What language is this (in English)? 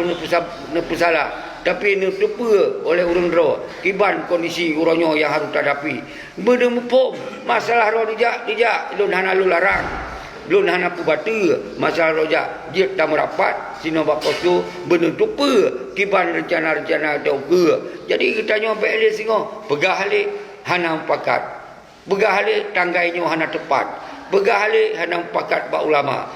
Achinese